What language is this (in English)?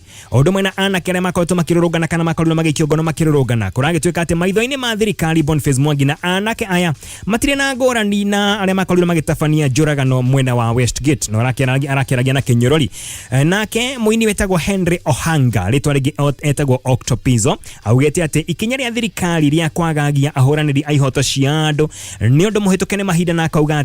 Kikuyu